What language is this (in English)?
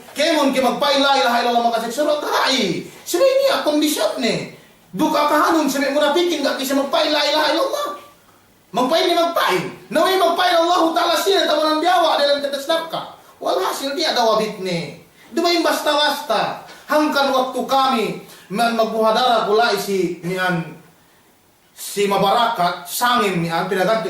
Yakan